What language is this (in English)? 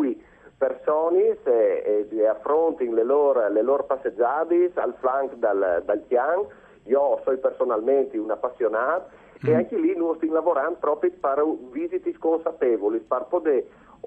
Friulian